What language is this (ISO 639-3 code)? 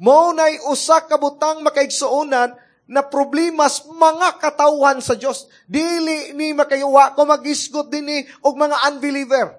ceb